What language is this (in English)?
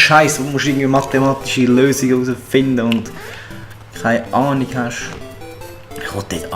Swiss German